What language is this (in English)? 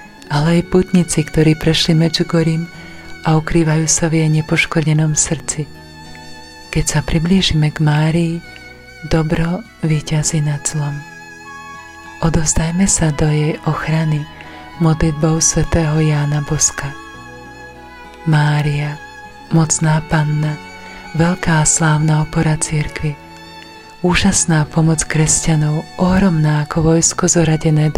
Slovak